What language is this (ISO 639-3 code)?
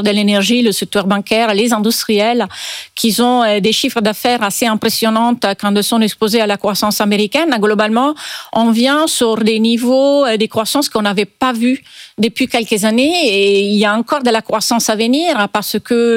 fra